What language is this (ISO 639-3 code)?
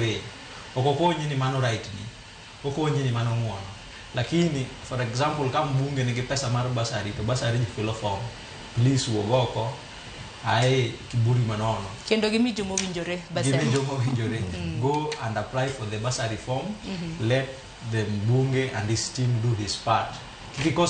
luo